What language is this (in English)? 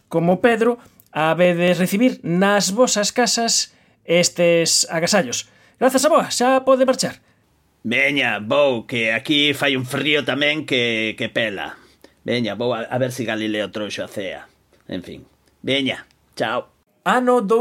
Galician